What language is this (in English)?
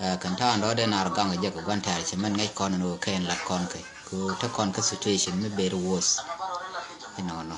Nuer